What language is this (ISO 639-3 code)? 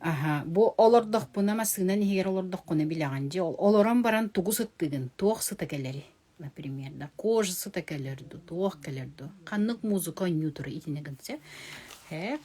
sah